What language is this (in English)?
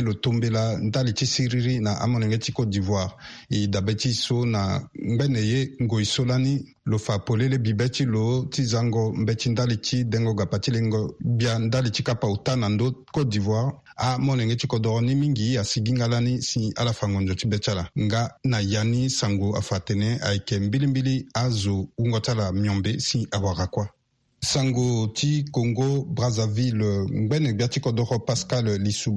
Sango